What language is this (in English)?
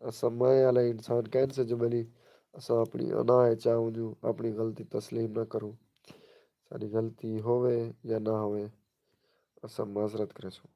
Saraiki